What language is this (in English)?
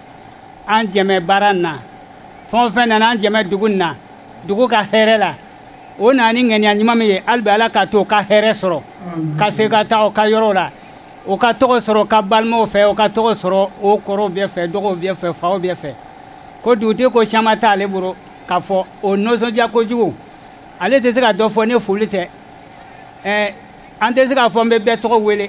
Bambara